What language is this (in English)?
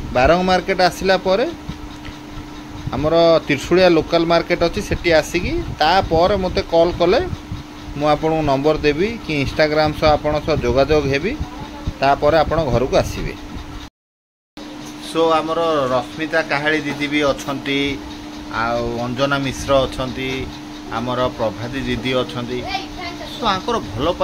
Odia